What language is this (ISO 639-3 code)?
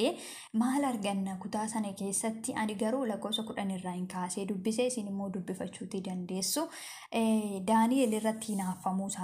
orm